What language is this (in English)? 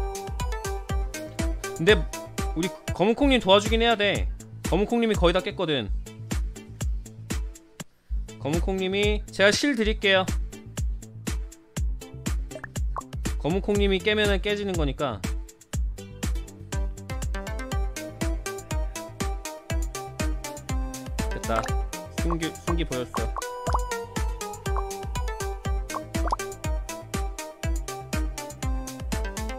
Korean